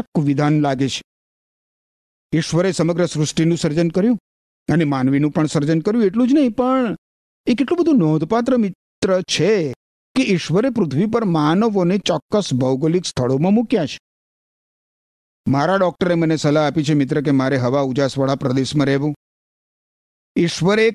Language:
Gujarati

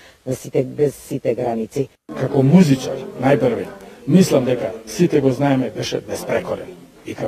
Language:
Macedonian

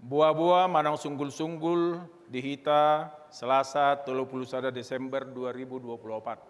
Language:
Batak Toba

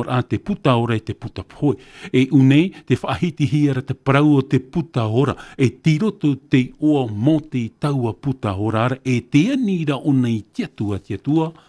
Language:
Tahitian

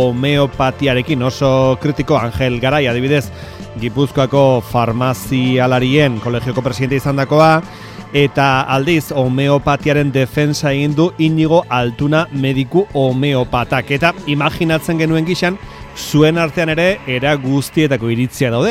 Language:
Basque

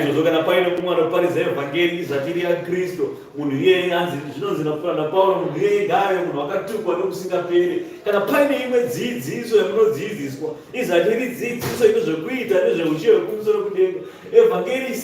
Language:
Shona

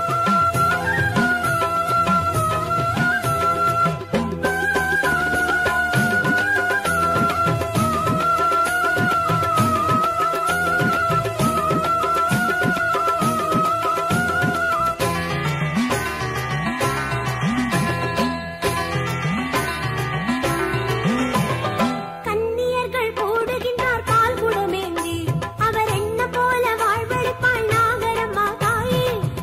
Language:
Tamil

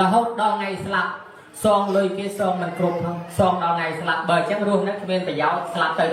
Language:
Khmer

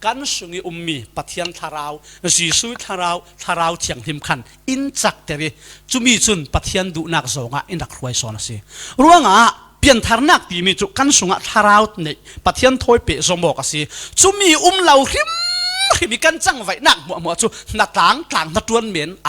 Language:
Falam Chin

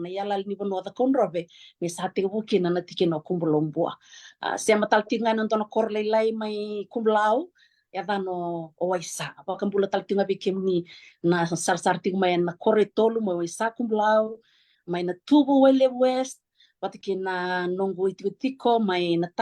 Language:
Fijian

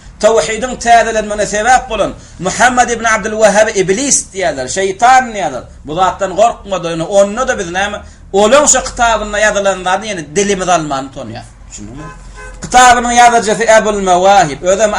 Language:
Turkmen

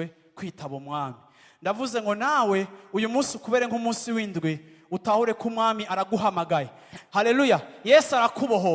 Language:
Rundi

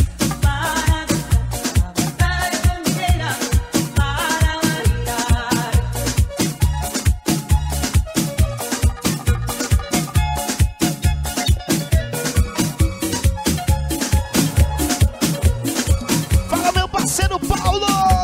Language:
Portuguese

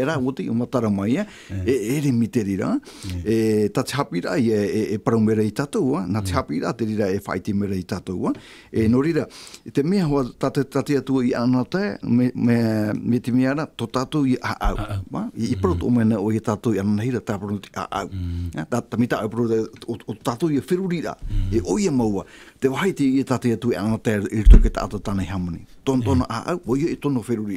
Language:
Tahitian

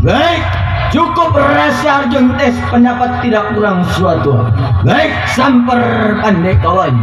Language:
Betawi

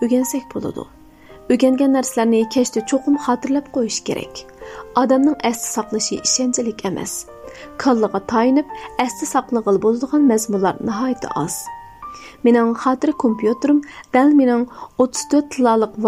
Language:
Uyghur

